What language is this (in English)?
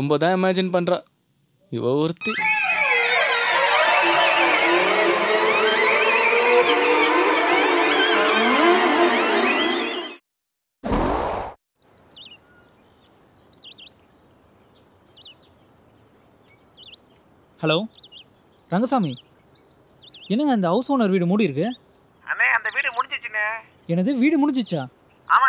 Tamil